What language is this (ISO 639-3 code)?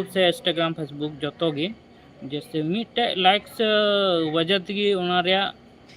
sat